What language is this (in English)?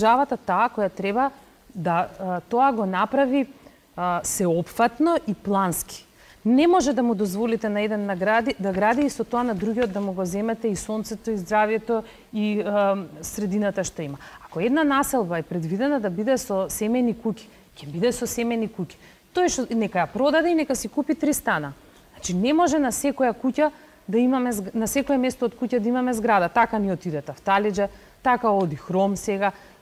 Macedonian